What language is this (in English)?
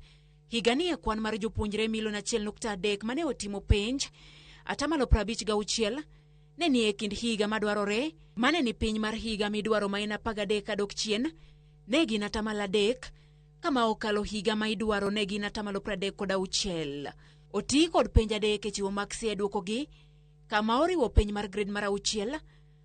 Luo (Kenya and Tanzania)